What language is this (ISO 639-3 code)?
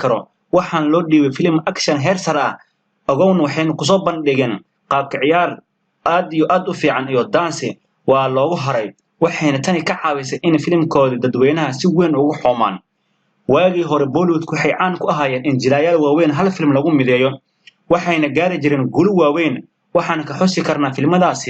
som